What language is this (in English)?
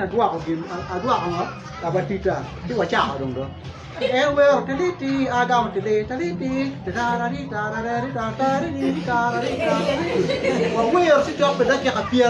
Acoli